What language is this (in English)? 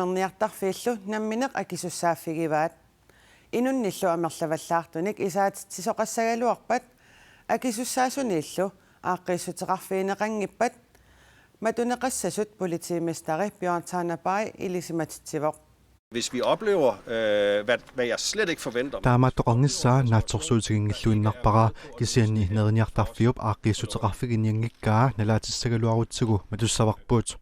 Kalaallisut